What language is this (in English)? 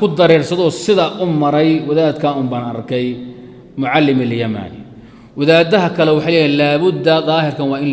Somali